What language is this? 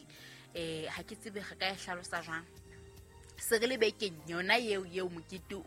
Southern Sotho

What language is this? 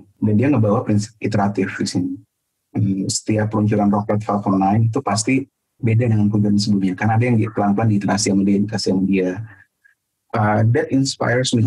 Indonesian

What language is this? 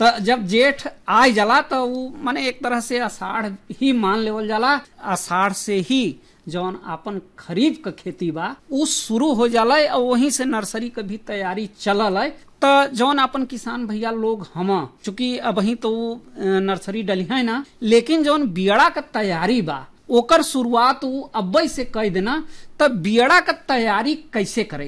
Bhojpuri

